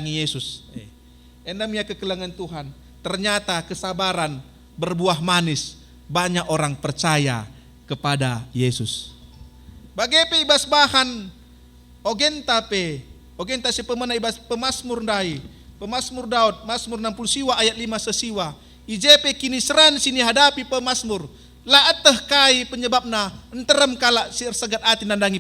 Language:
Batak Karo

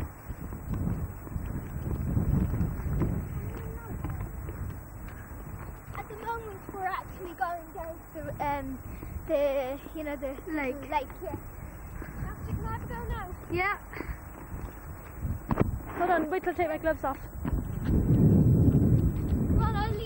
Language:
English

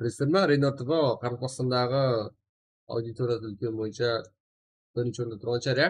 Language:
Kara-Kalpak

